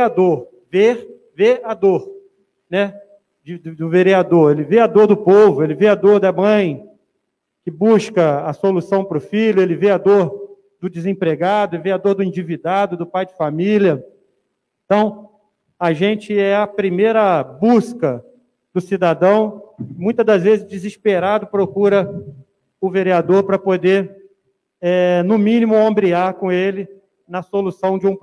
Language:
Portuguese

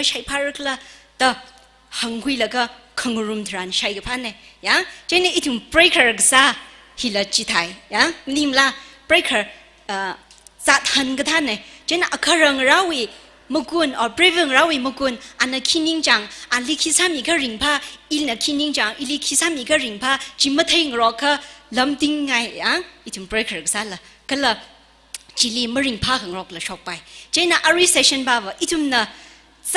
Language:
Tangkhul Naga (India)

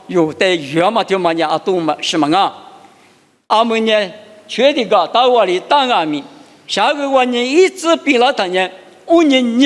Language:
Lisu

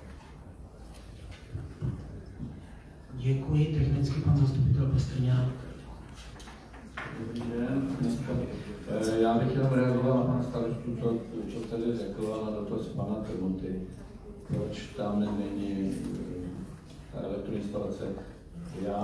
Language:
Czech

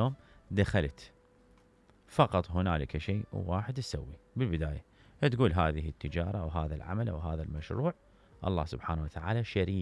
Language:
Mesopotamian Arabic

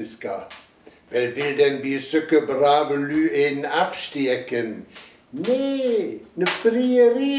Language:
Westphalien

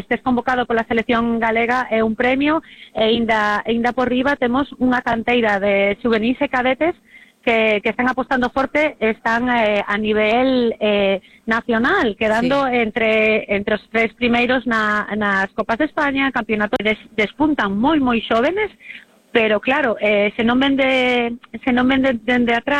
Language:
Galician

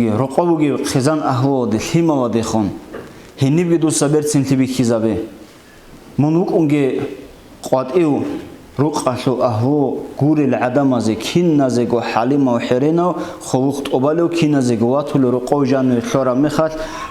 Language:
Avaric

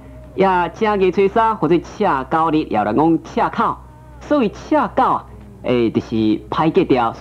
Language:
Min Nan Chinese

